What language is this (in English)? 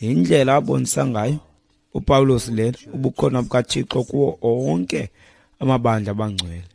Xhosa